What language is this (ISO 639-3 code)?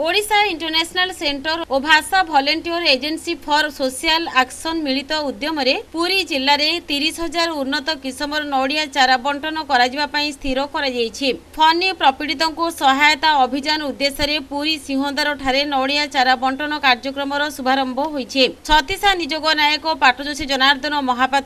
ori